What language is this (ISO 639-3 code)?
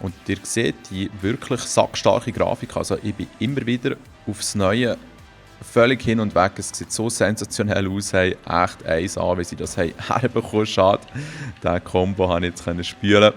gsw